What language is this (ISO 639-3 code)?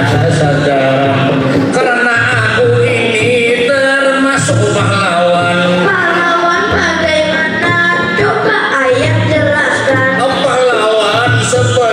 bjn